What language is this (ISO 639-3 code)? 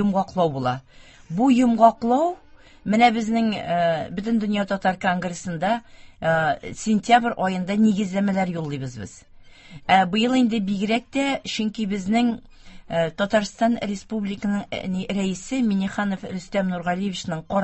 tat